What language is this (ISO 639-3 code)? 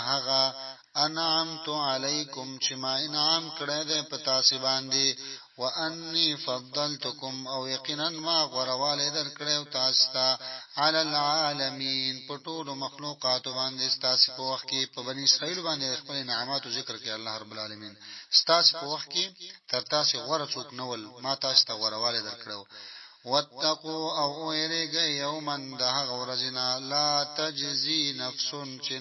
pus